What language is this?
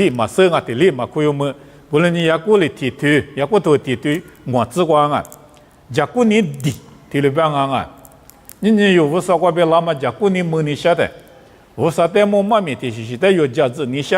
Lisu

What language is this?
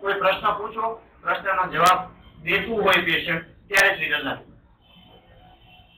Gujarati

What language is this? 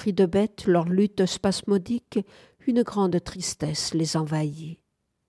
French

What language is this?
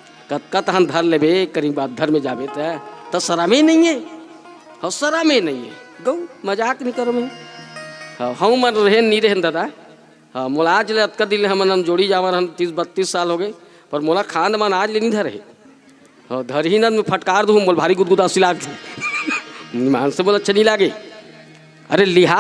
Chhattisgarhi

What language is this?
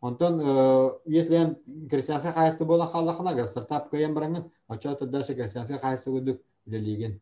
Yakut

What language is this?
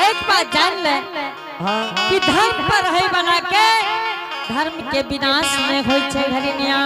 Angika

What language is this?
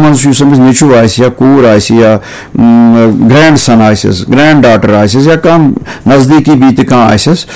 Kashmiri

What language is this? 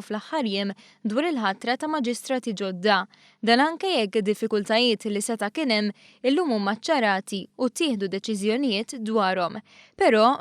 Maltese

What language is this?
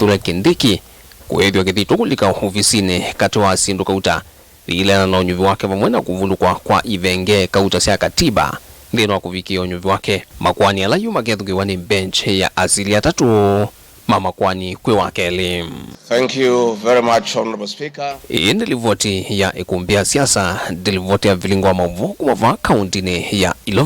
Kamba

